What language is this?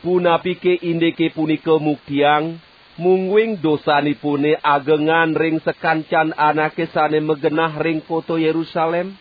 Balinese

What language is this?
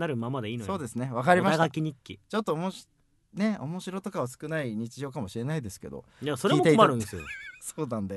Japanese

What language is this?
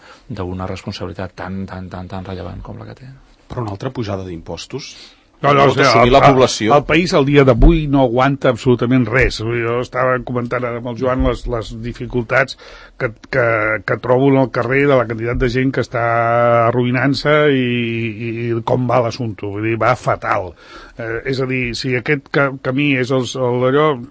Catalan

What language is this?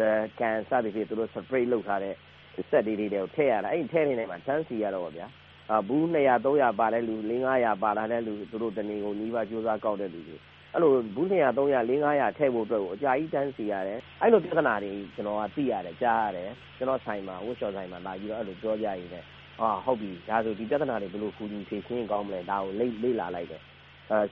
Burmese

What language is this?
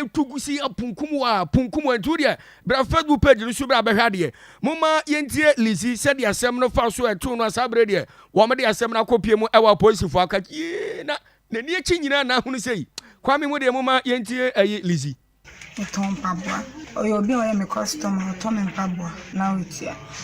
Akan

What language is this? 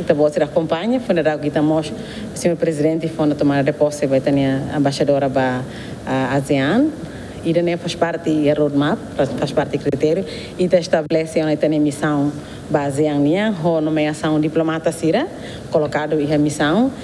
Tetum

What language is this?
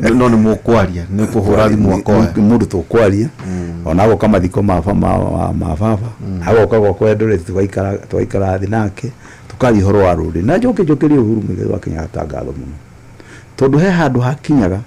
Kikuyu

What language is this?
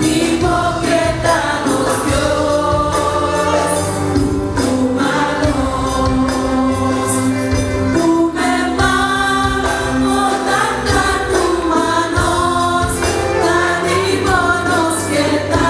Papiamento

